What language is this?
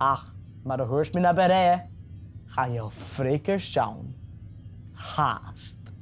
Scottish Gaelic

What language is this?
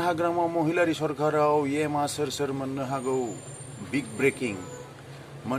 Bodo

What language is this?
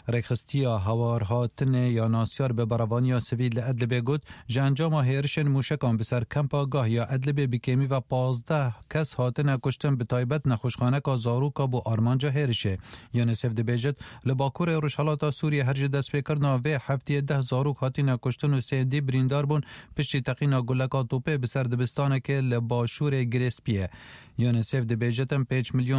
Kurdish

